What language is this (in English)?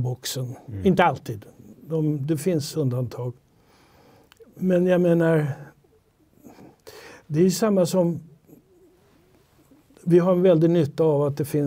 Swedish